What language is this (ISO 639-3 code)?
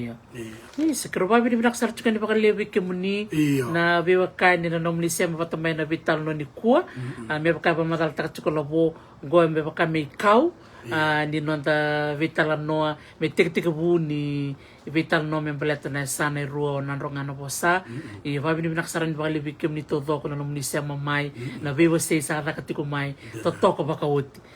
fij